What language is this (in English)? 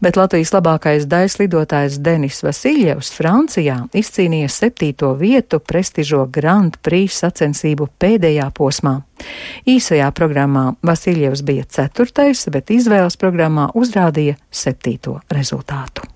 Latvian